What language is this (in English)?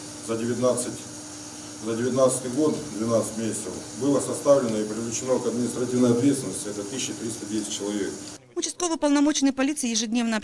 Russian